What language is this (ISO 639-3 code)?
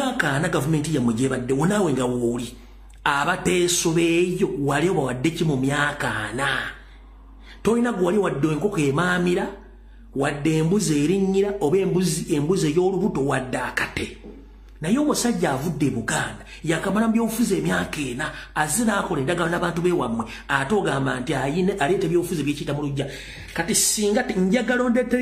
lug